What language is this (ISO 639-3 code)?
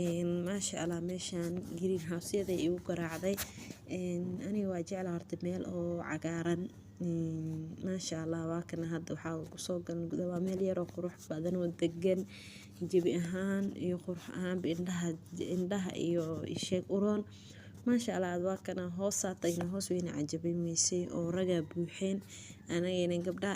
som